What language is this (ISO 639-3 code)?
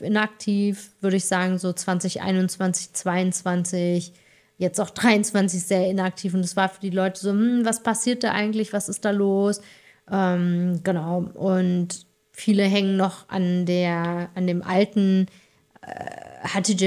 deu